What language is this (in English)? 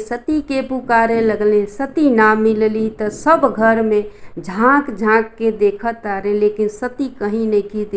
Bhojpuri